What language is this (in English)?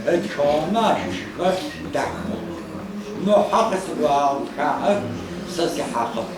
Adyghe